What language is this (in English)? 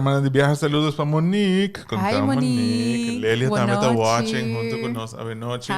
Papiamento